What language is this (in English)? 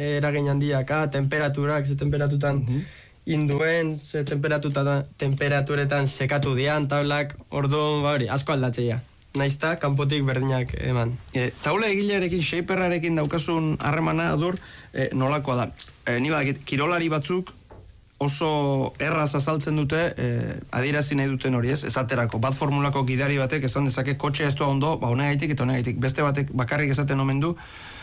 Basque